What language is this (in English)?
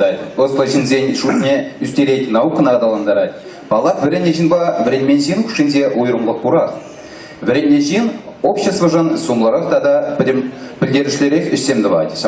Chuvash